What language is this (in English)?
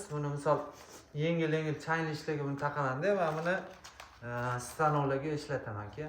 Uzbek